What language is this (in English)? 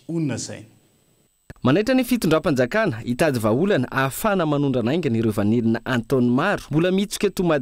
Malagasy